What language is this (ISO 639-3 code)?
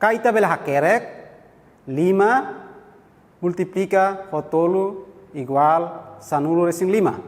tet